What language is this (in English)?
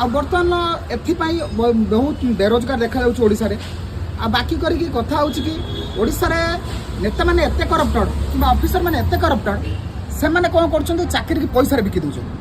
Odia